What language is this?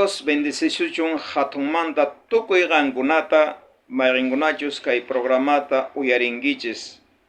South Bolivian Quechua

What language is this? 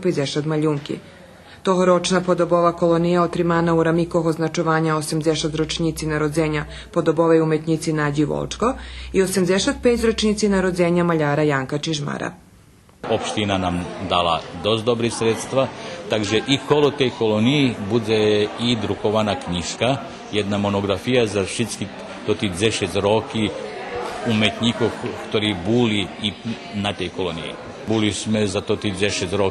Rusyn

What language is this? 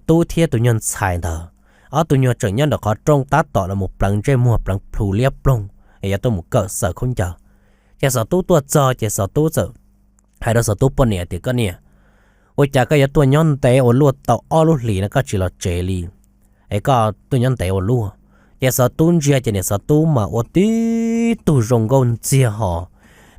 Hmong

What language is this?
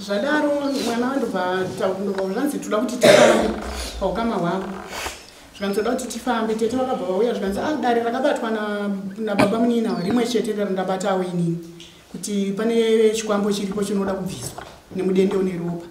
Shona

